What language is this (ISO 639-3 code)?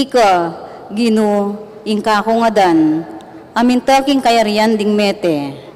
pam